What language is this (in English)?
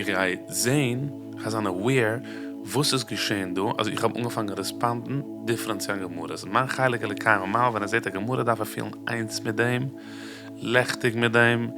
Yiddish